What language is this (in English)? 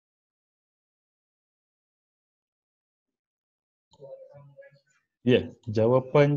Malay